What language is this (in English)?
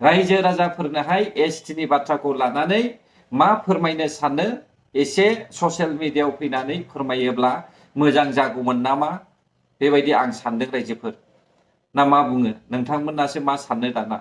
Bodo